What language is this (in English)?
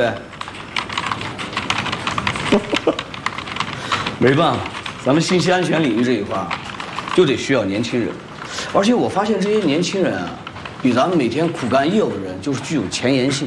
Chinese